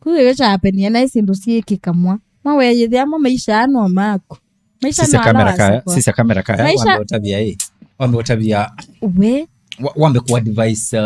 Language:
Kamba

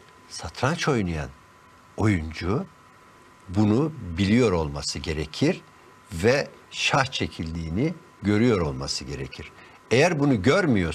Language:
Turkish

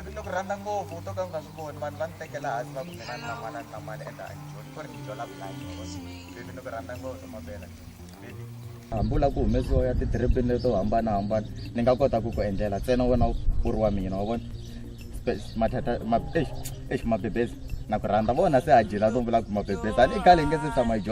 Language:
Tsonga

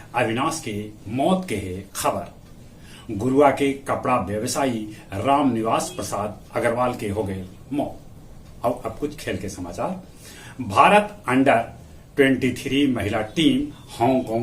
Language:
Magahi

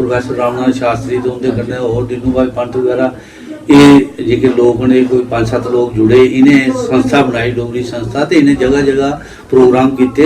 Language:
Dogri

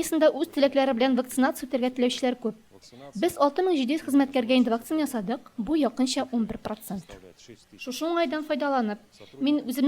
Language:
Tatar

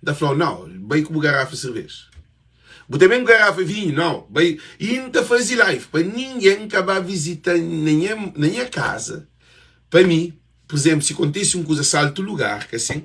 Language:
Kabuverdianu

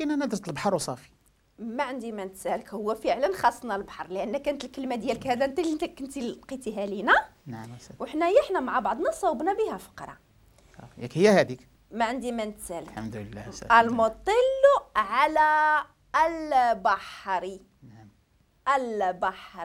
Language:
Moroccan Arabic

